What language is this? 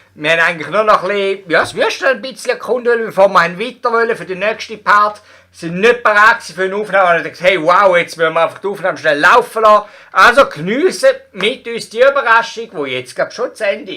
Swiss German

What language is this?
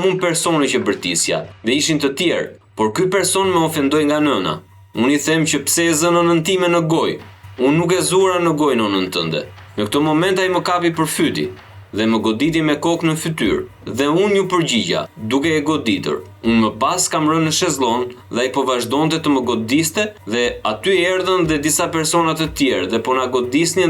Albanian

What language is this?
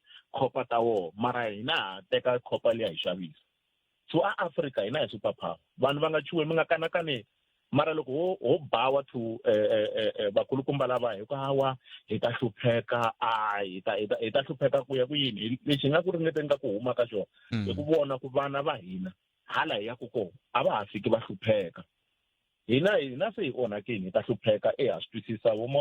Tsonga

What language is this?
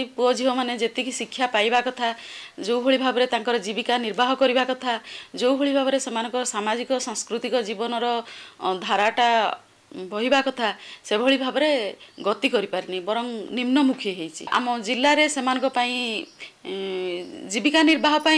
Odia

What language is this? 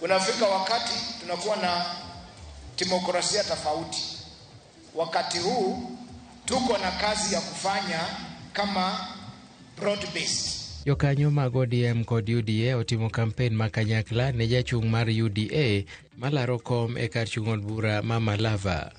Luo (Kenya and Tanzania)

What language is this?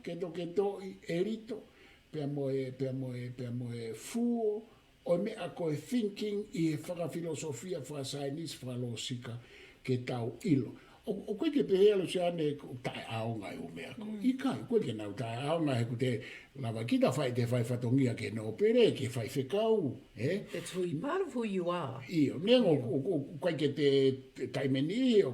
Tongan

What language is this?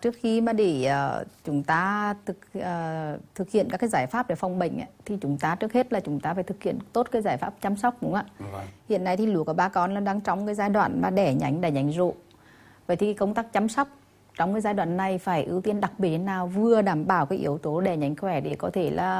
Vietnamese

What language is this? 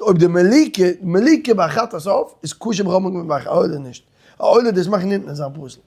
Yiddish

